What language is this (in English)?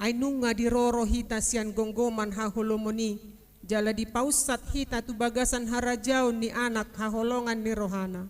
Batak Toba